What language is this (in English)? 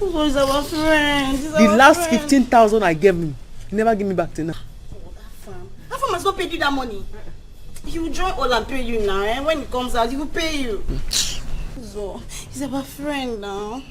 Nigerian Pidgin